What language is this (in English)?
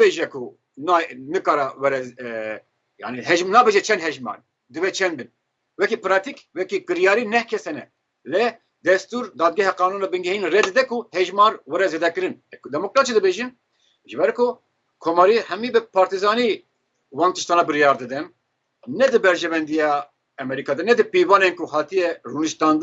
Kurdish